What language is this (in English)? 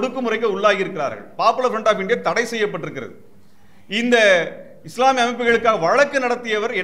Tamil